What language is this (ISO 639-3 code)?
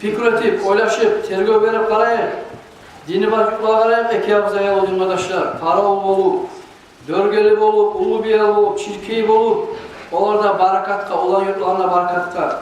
kum